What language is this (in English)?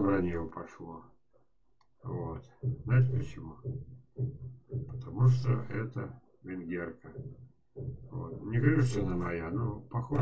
Russian